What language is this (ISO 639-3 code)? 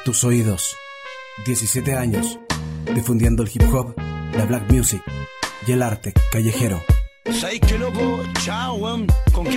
spa